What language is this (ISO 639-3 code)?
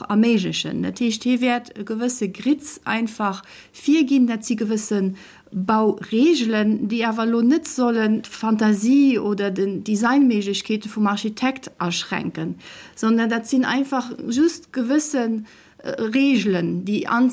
ltz